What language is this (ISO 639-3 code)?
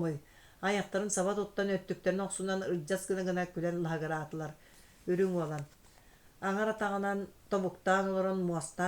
sah